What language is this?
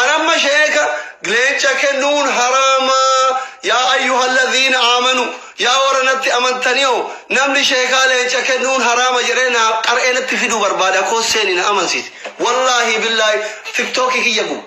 Oromo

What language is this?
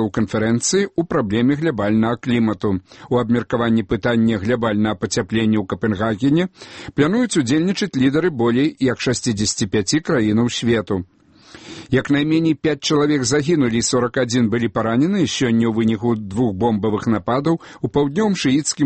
Belarusian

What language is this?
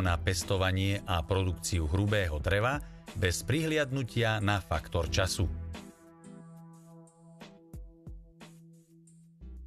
Slovak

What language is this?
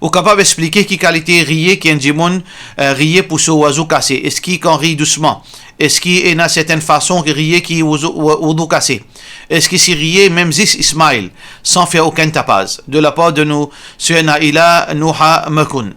Morisyen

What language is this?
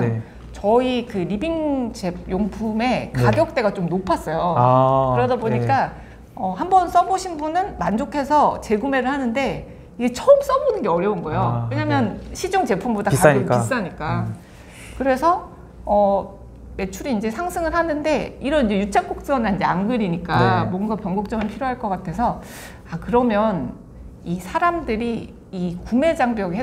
Korean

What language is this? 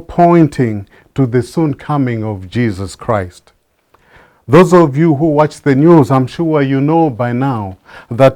English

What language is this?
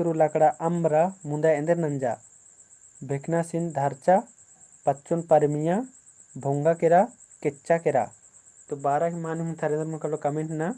Kurukh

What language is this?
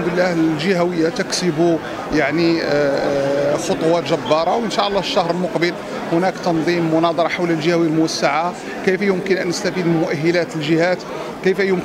Moroccan Arabic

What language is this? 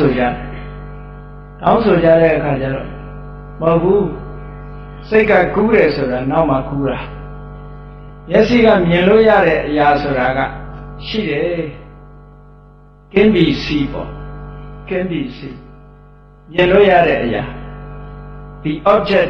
Burmese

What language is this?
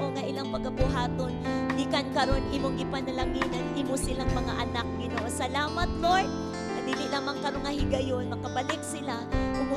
Cebuano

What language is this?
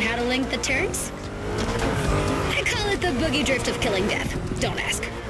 English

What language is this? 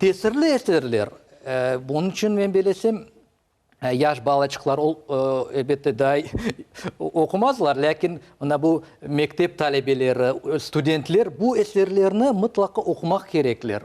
Crimean Tatar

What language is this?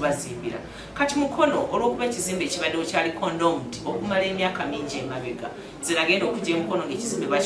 Ganda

